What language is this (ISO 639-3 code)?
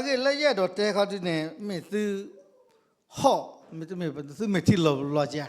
ksw